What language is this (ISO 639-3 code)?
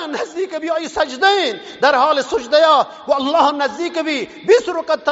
bgp